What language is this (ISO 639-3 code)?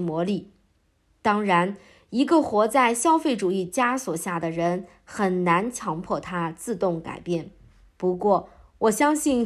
zho